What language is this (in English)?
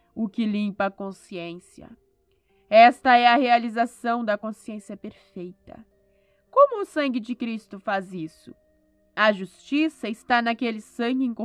Portuguese